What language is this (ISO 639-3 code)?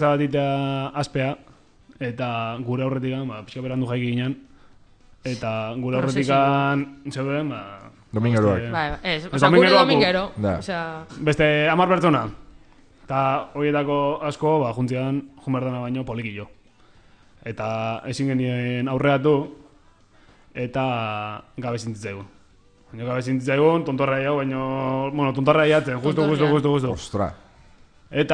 eus